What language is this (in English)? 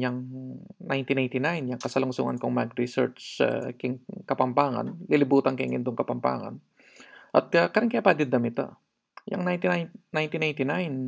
Pampanga